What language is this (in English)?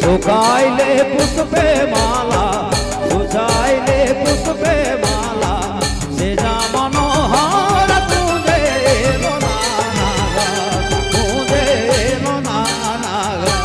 Sadri